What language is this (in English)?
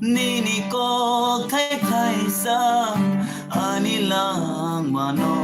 Kok Borok